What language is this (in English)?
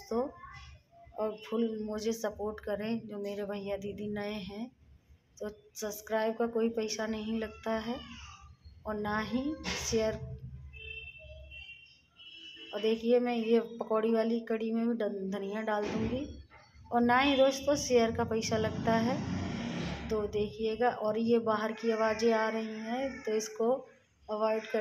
Hindi